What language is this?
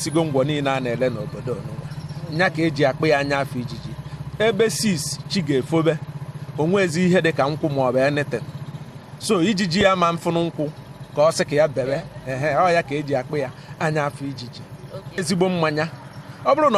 Igbo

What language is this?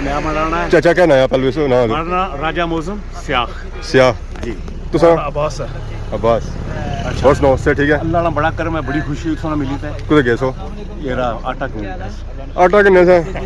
Pahari-Potwari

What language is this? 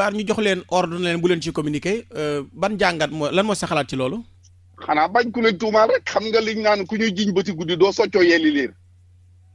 Wolof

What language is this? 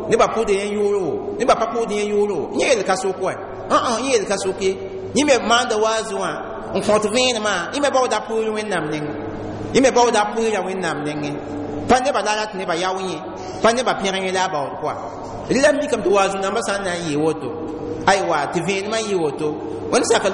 Mossi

